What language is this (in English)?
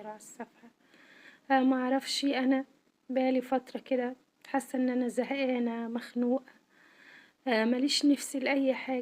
Egyptian Arabic